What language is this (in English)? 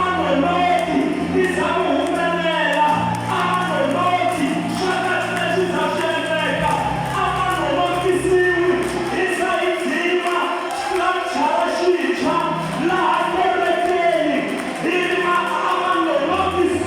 Tsonga